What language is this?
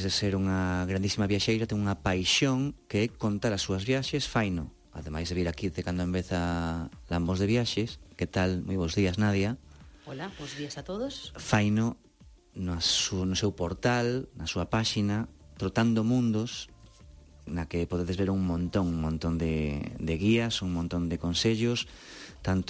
Galician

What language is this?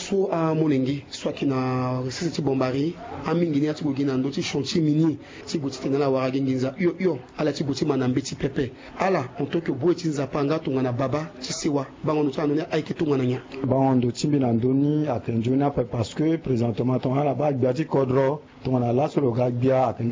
Sango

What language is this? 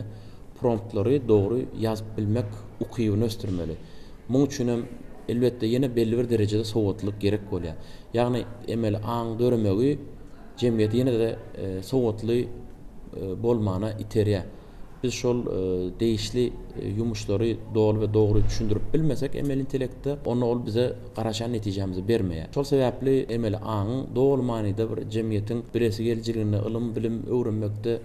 Turkmen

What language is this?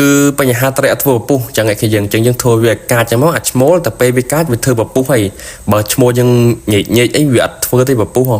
Khmer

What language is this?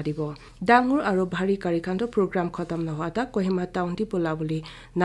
Naga Pidgin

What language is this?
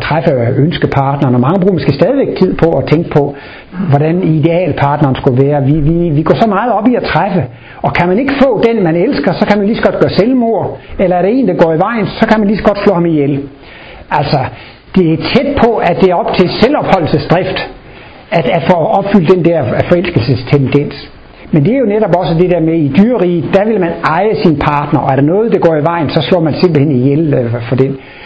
Danish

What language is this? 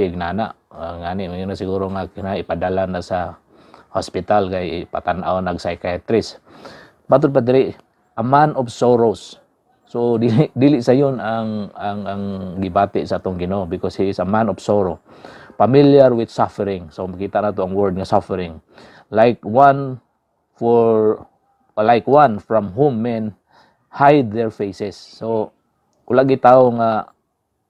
Cebuano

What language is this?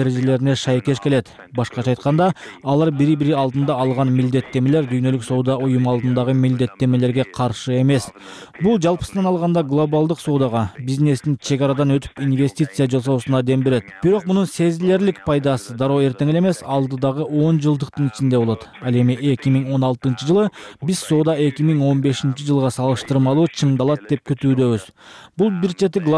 Kyrgyz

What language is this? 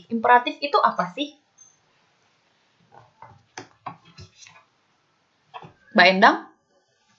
Indonesian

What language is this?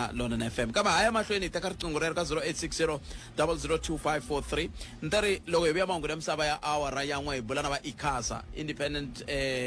Tsonga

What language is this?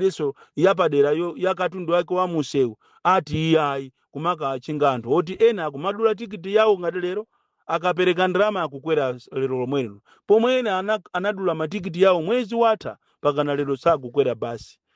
Nyanja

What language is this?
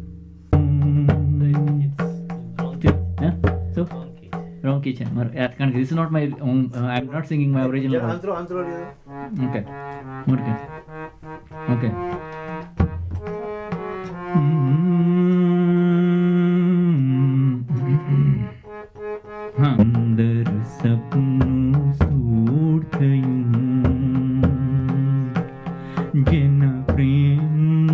Gujarati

